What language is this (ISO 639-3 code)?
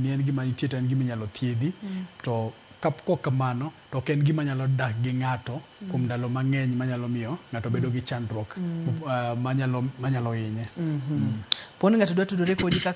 luo